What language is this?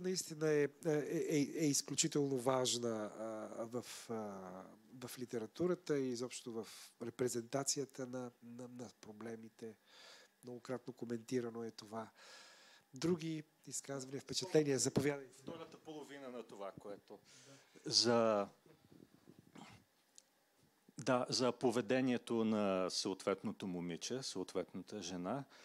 Bulgarian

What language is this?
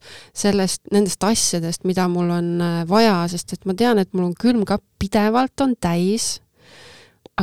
Estonian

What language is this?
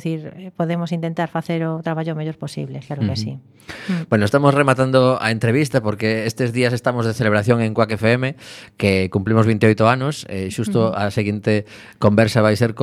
Galician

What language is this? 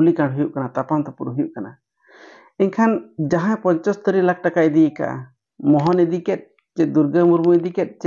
Santali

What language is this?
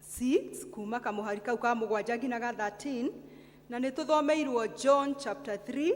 Kikuyu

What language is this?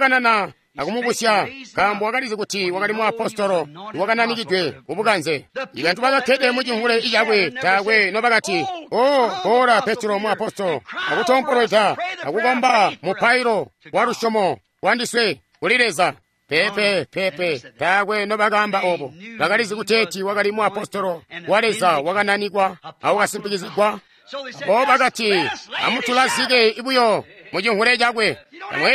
Tonga (Zambia)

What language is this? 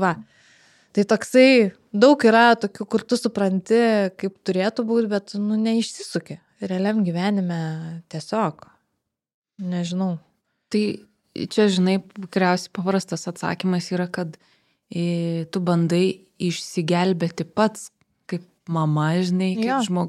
Lithuanian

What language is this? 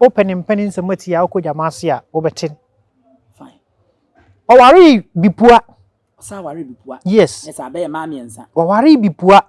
Akan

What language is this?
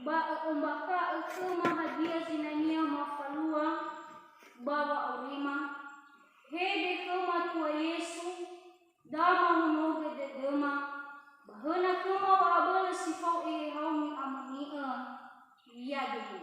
Nias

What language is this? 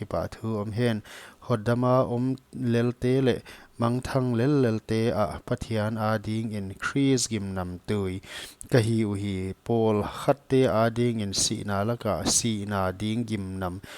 Paite Chin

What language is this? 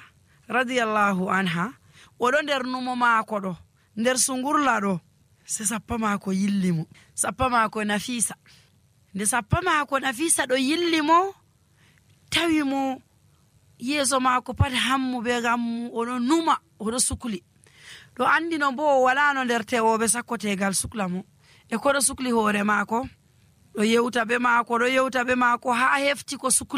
Nigerian Fulfulde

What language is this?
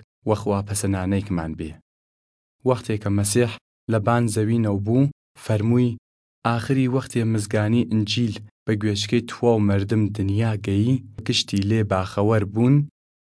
Southern Kurdish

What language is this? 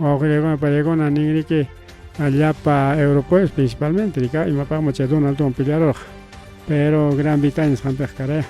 Ayacucho Quechua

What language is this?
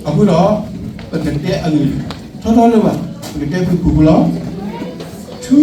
S'gaw Karen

